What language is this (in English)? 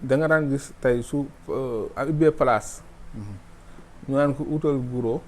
Wolof